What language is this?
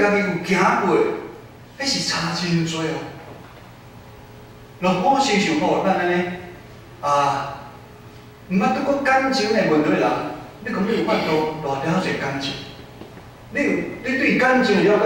Min Nan Chinese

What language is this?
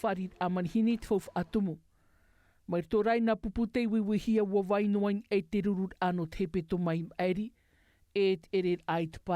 Tahitian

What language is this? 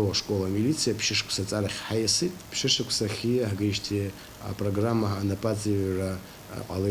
Abkhazian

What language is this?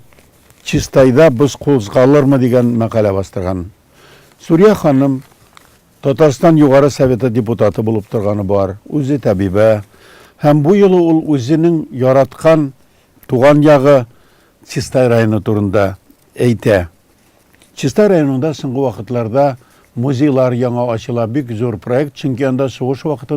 Tatar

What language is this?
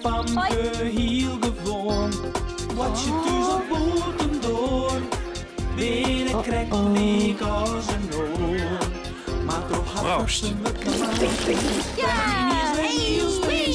Western Frisian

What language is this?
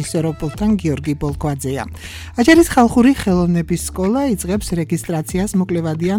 Georgian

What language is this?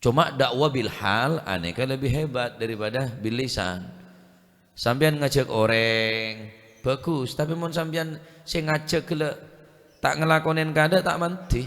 Madurese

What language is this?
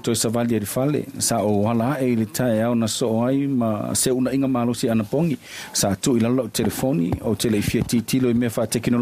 Samoan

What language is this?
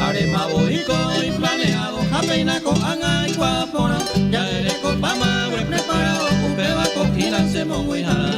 Guarani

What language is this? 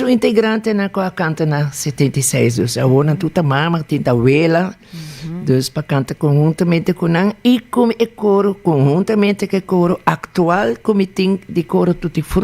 Papiamento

